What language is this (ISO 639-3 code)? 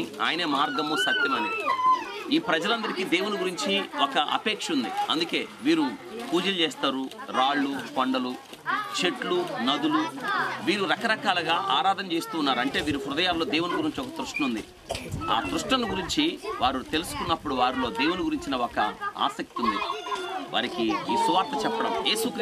tel